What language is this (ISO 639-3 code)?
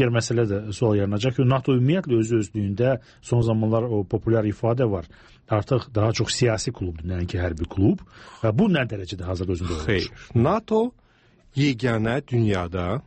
aze